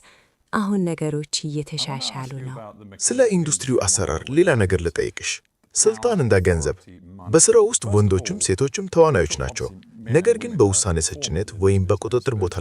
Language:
Amharic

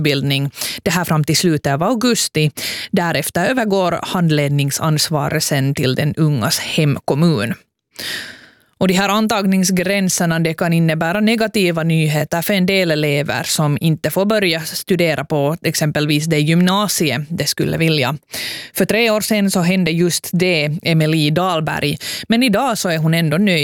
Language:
Swedish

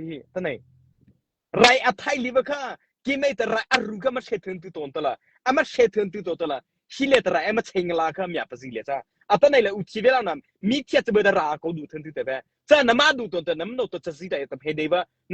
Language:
Mara Chin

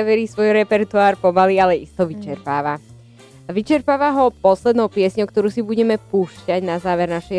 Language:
Slovak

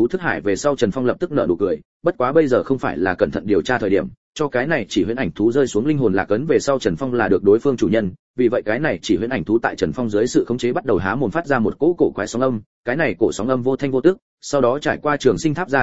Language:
Vietnamese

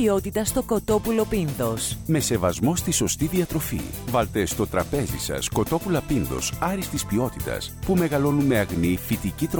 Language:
Greek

